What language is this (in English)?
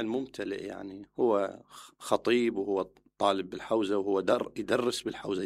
Mesopotamian Arabic